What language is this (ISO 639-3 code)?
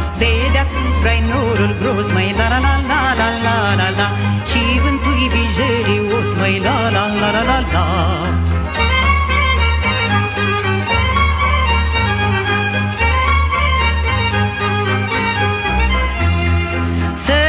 ron